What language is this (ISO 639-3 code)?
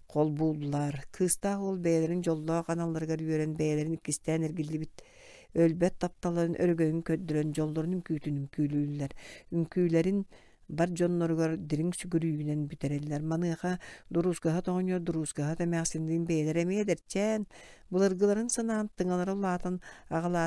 sah